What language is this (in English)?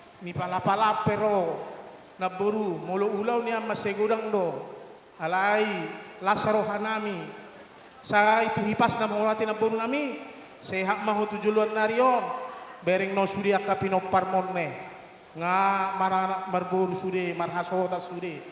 Batak Toba